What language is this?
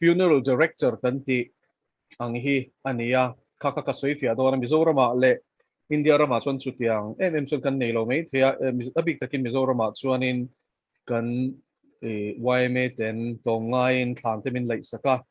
Mizo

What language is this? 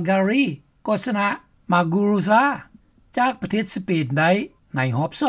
Lao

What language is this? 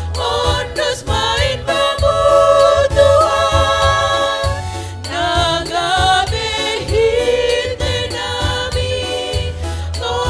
Batak Simalungun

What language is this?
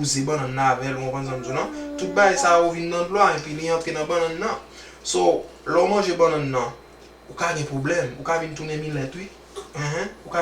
Haitian Creole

